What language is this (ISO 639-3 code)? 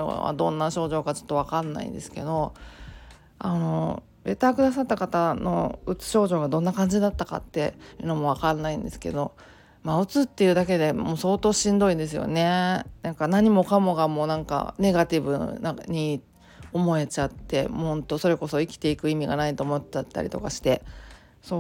jpn